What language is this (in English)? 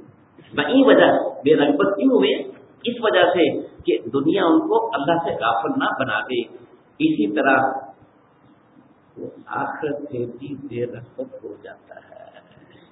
Urdu